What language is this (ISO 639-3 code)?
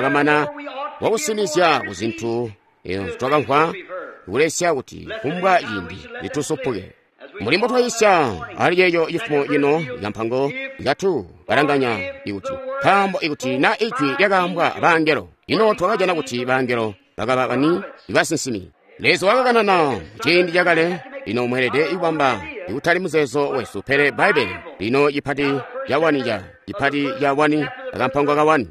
toi